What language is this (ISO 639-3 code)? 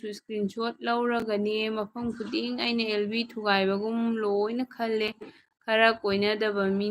mni